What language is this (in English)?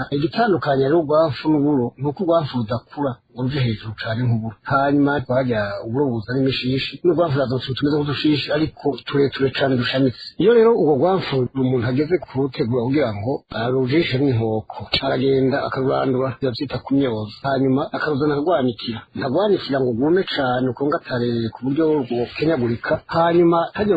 Rundi